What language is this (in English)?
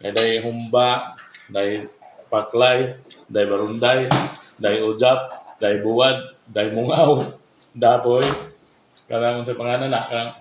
Cebuano